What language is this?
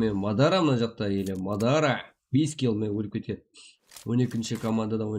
Kara-Kalpak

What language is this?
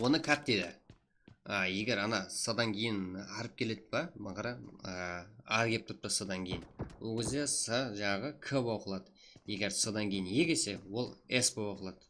Kara-Kalpak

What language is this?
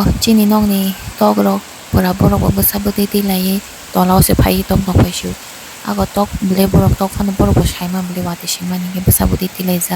Kok Borok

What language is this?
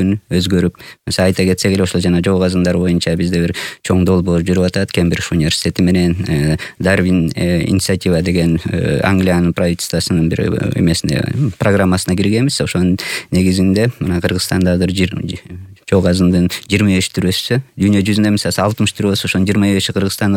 Kyrgyz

